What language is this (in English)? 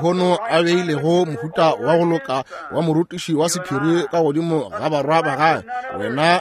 Northern Sotho